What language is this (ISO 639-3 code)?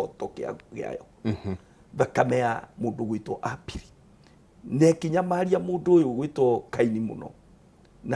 kik